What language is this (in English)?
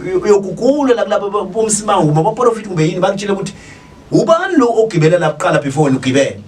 Zulu